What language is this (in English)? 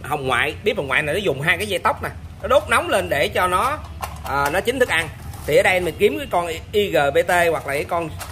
Vietnamese